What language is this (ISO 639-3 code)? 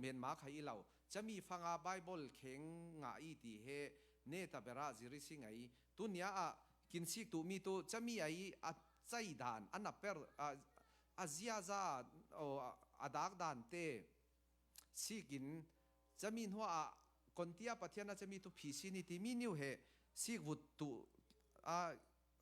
cfm